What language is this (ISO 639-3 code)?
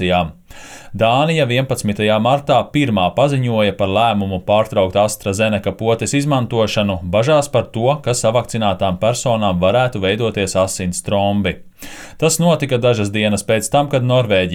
lav